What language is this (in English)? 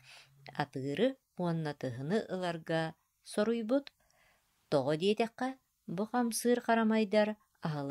Yakut